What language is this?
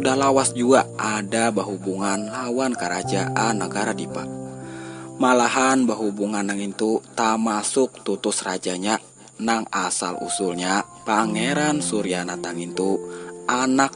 Banjar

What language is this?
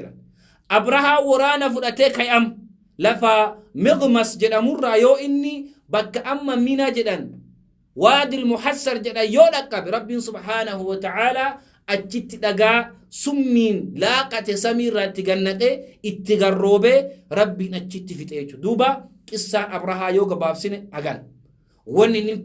Oromo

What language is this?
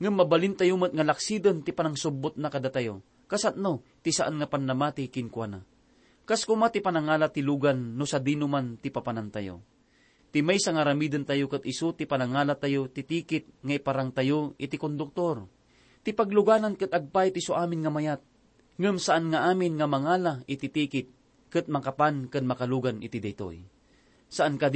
Iloko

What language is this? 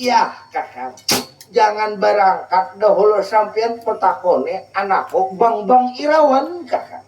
Banjar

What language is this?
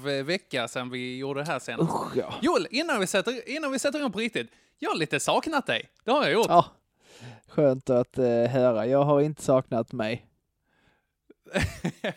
Swedish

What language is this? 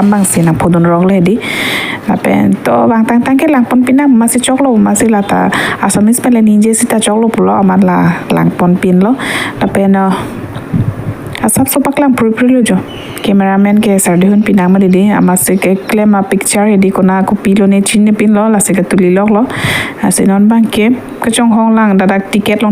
Karbi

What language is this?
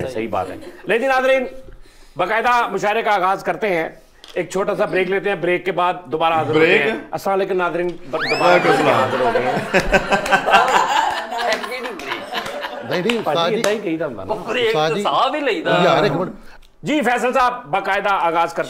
Punjabi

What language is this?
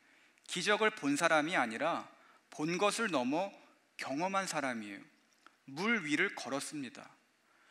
Korean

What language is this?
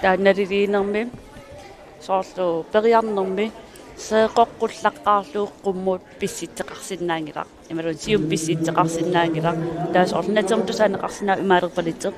Kalaallisut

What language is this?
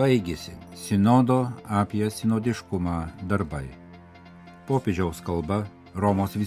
Lithuanian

